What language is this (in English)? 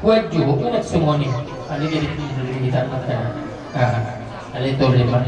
Batak Toba